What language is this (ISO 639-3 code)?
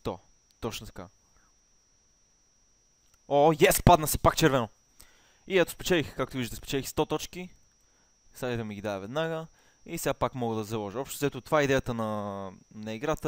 bul